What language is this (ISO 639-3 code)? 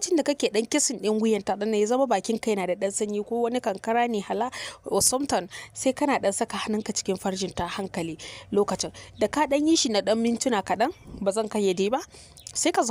hau